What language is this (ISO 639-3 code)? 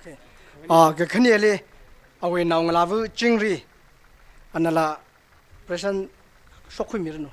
nmf